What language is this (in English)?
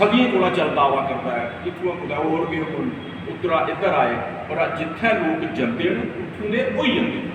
Dogri